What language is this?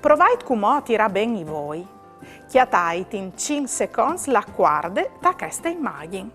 Friulian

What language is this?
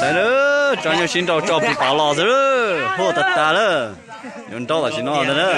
Hmong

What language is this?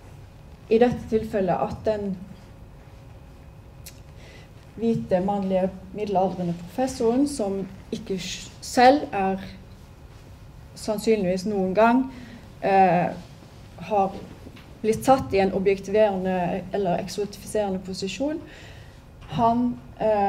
Norwegian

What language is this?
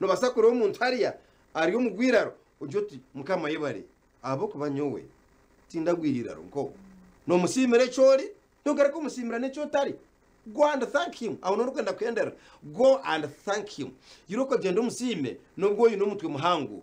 Nyankole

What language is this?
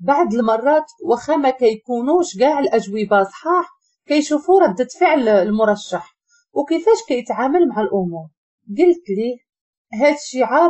Moroccan Arabic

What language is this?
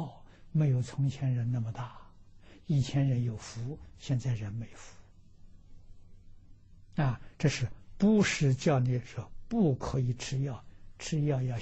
Chinese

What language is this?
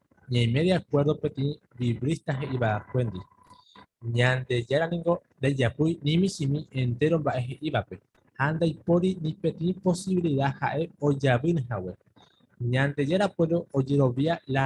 Guarani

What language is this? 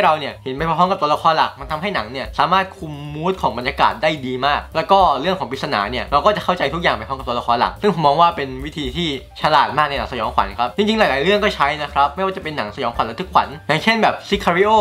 Thai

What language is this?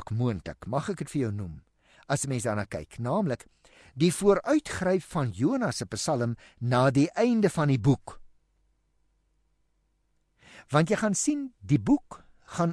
Afrikaans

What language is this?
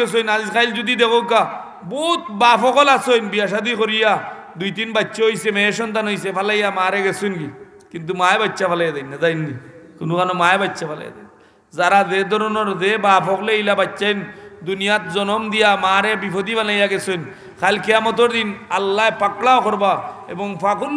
Sylheti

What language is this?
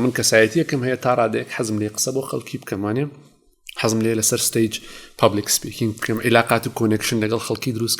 Central Kurdish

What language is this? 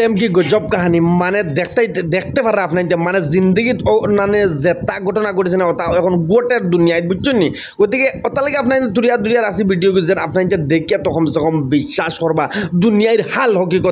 Sylheti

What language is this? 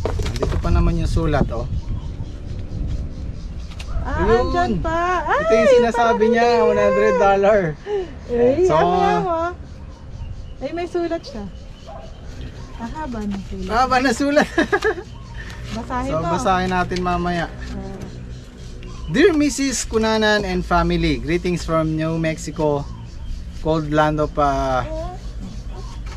Filipino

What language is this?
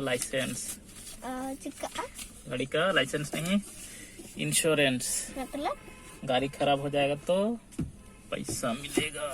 Santali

